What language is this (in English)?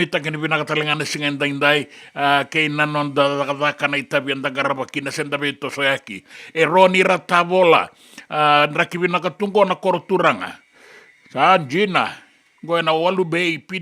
Fijian